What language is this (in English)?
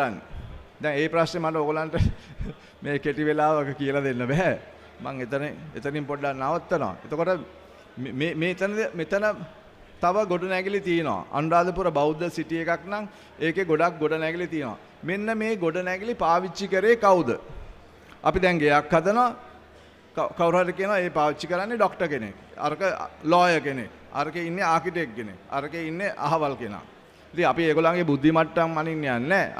Sinhala